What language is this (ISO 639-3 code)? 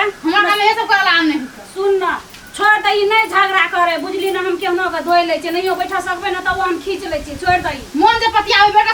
mai